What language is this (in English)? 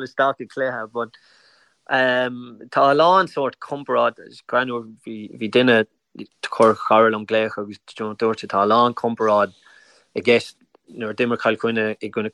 Irish